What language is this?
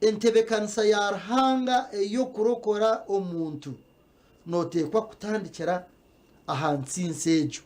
Nyankole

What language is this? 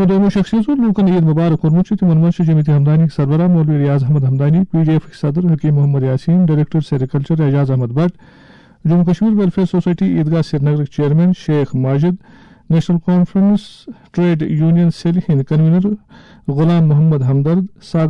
Kashmiri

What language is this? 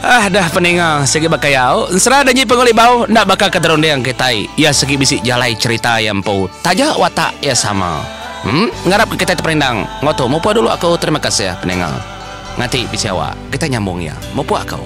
Iban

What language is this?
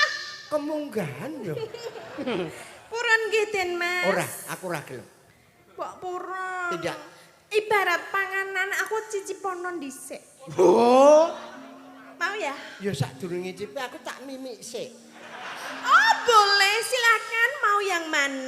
Javanese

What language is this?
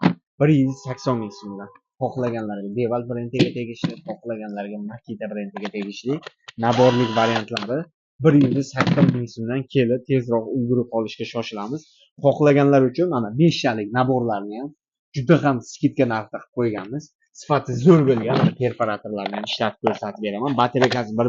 Uzbek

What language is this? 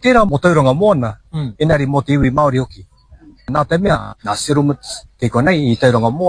Māori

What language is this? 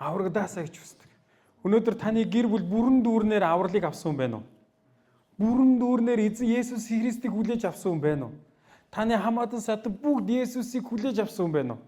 Mongolian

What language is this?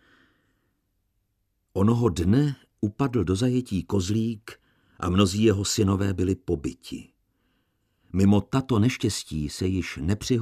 Czech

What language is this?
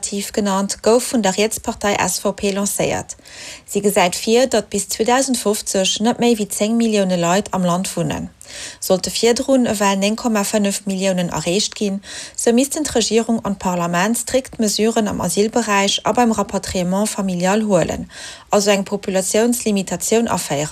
Luxembourgish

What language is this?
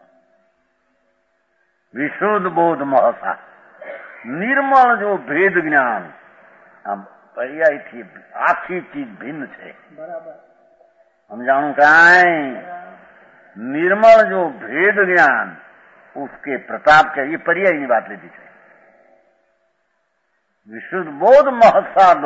Gujarati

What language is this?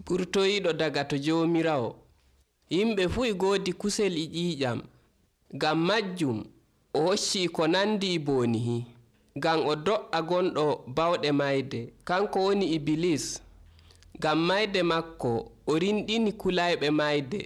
Nigerian Fulfulde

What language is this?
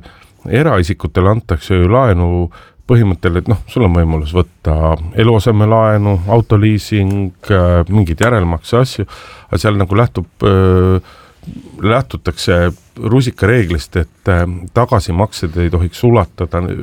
Estonian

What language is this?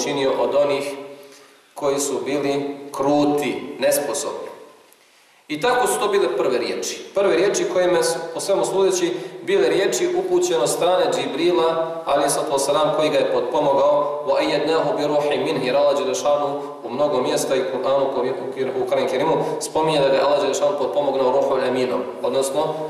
Bosnian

